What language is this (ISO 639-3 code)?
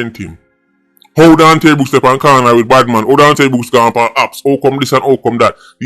jam